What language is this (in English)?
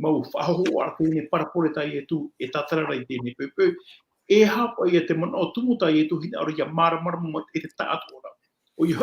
Tahitian